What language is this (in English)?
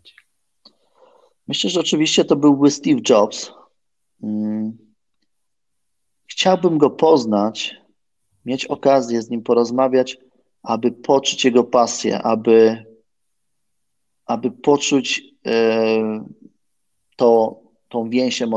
Polish